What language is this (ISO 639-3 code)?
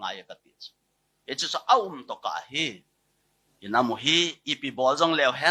tcz